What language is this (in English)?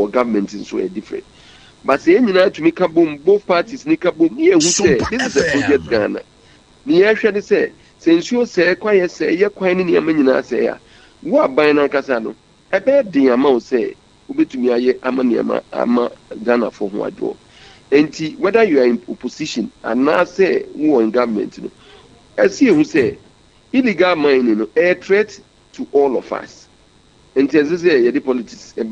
Akan